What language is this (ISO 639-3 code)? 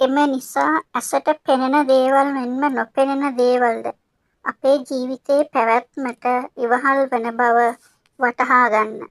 sin